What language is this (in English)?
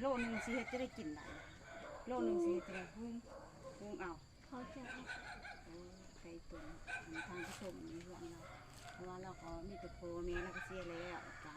Lao